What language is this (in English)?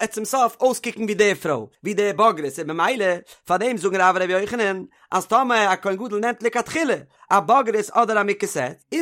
Yiddish